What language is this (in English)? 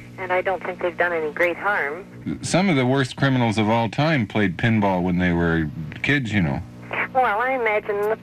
English